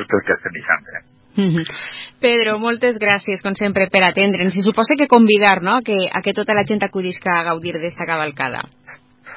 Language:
Catalan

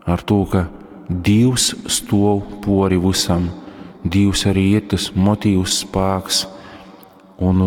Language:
Latgalian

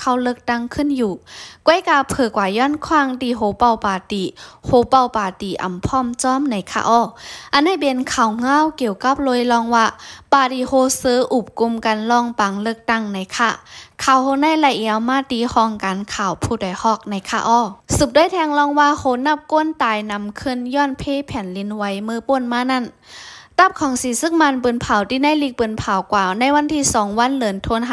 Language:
Shan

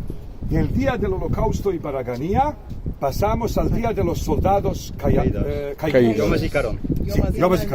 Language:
Ladino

